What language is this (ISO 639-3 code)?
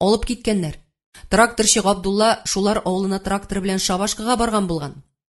tat